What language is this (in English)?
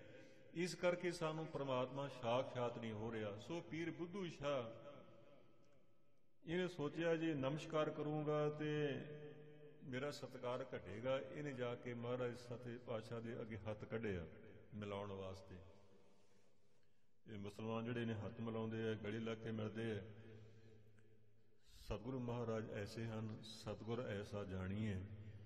Punjabi